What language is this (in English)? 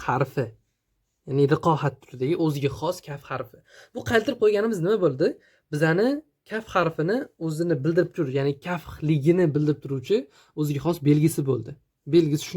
Uzbek